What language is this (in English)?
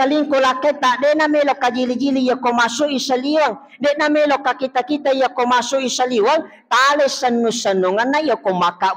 Buginese